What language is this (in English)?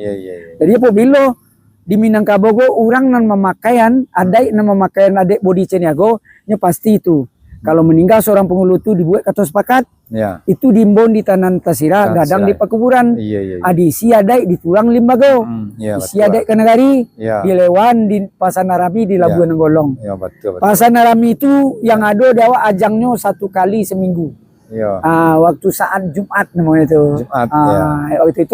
Minangkabau